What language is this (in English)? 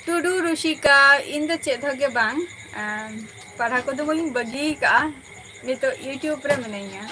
Santali